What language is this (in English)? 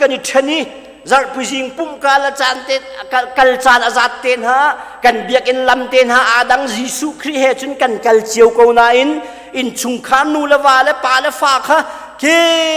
Hakha Chin